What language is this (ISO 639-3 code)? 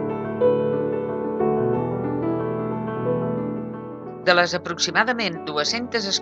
cat